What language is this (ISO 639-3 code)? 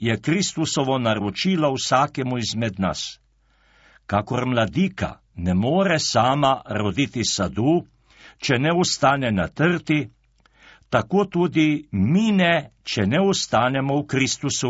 slv